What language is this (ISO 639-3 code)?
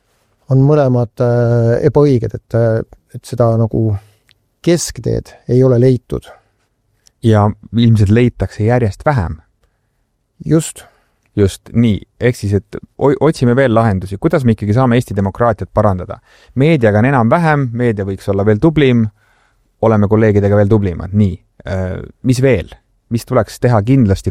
est